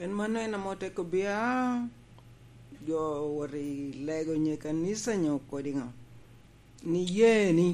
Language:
Lango (Uganda)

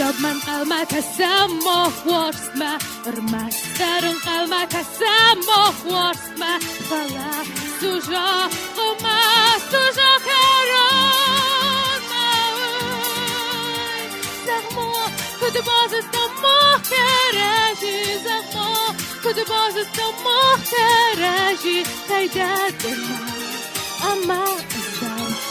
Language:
Ossetic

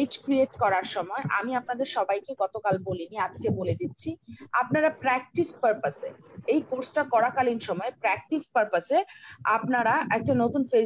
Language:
Bangla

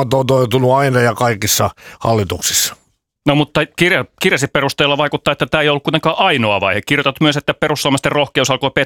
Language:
Finnish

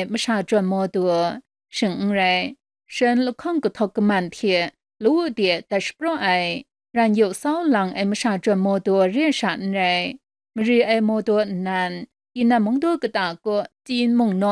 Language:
Kachin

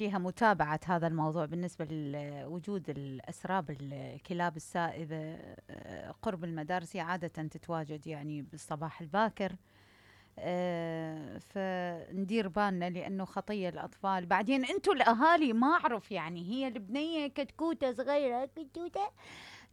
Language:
Mesopotamian Arabic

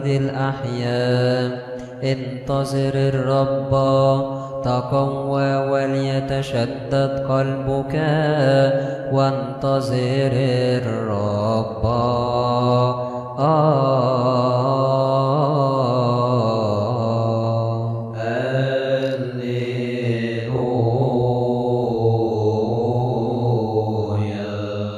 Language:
Arabic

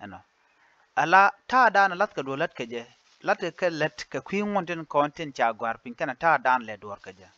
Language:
Nuer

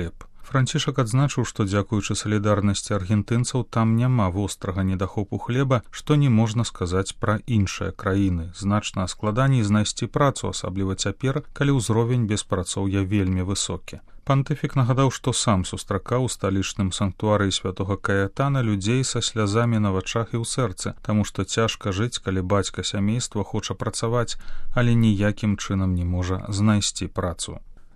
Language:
Belarusian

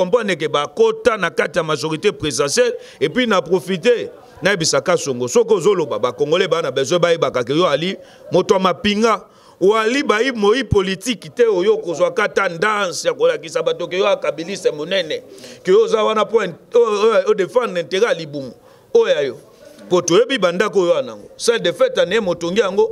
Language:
Lingala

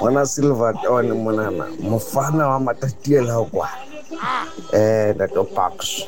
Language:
Xhosa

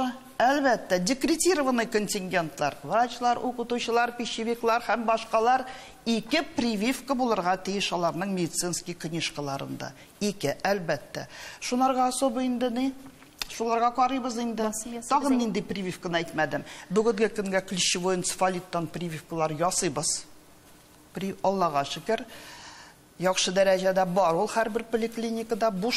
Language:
Tatar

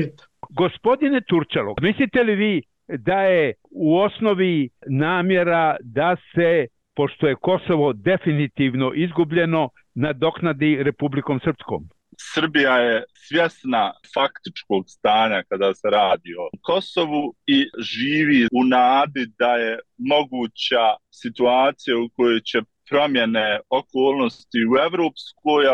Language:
Bosnian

